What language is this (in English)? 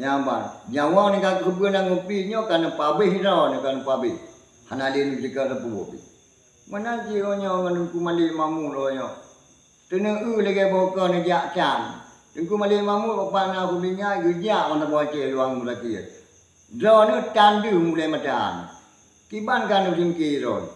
Achinese